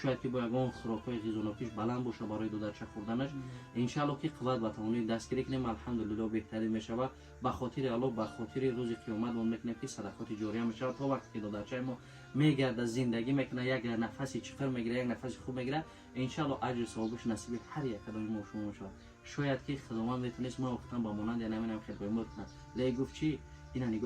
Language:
Tajik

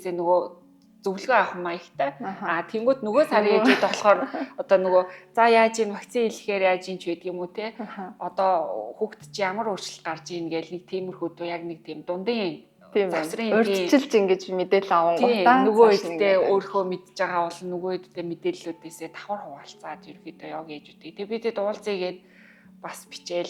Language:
Mongolian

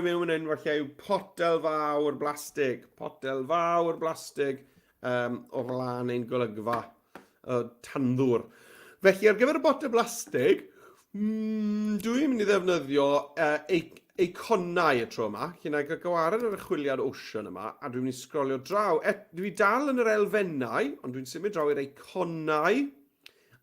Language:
Welsh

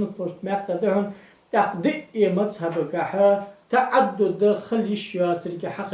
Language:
Ingush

